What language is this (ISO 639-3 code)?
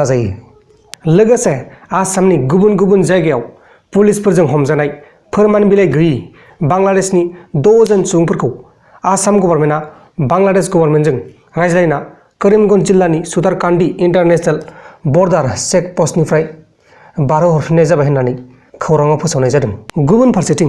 brx